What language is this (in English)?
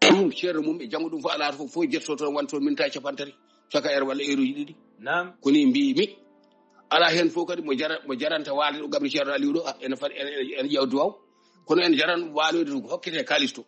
Fula